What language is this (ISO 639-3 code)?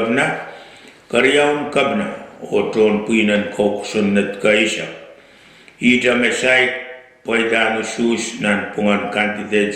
pon